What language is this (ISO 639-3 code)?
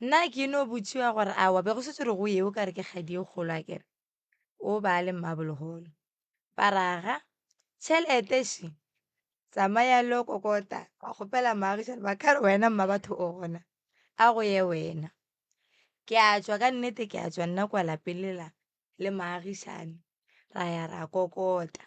nso